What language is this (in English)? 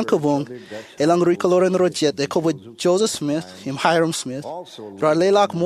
Marshallese